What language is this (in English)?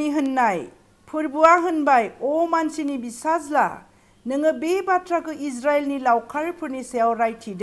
Bodo